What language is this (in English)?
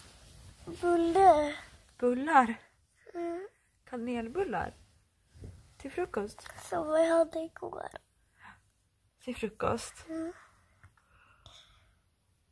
Swedish